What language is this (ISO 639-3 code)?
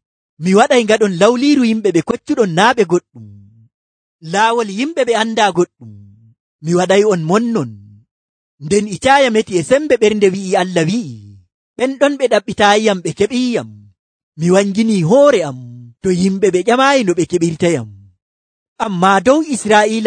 fuv